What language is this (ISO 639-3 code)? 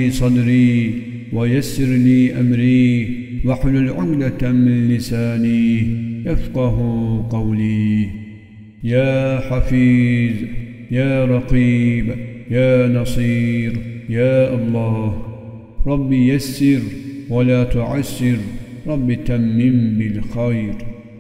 ara